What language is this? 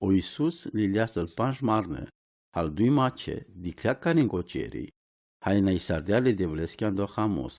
Romany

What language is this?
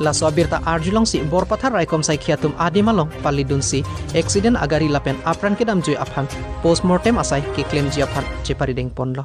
Karbi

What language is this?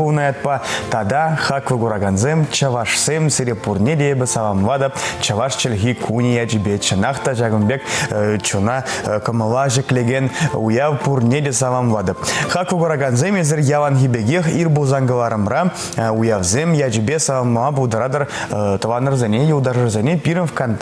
Chuvash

